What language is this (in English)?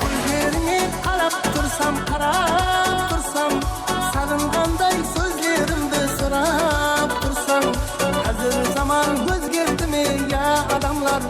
Kara-Kalpak